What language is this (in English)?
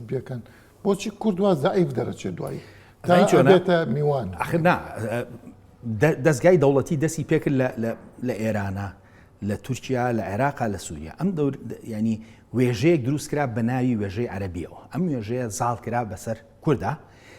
Central Kurdish